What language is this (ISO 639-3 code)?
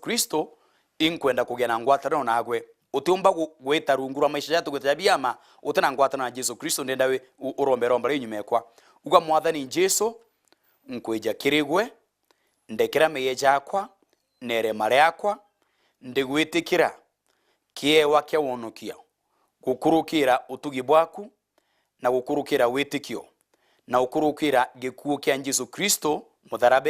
mer